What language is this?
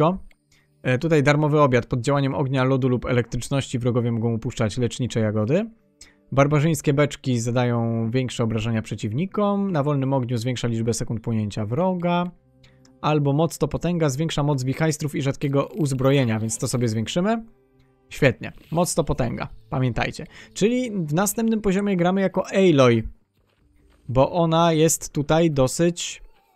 Polish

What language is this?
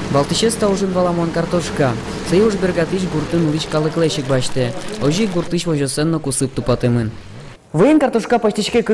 Udmurt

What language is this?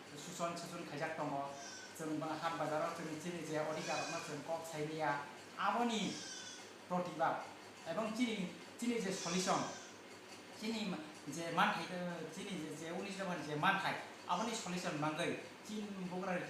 Kok Borok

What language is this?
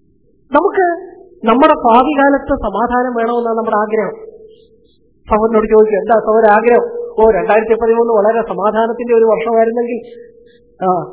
Malayalam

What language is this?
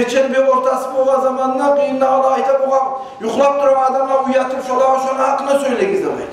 Kumyk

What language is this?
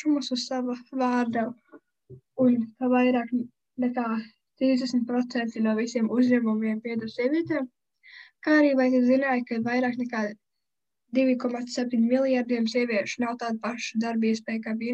Latvian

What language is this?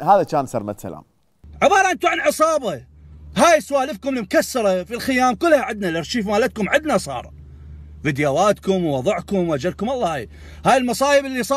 Mesopotamian Arabic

